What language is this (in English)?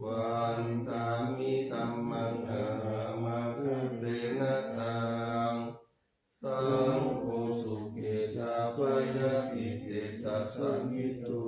Pali